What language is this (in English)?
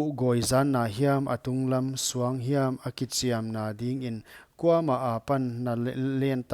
Paite Chin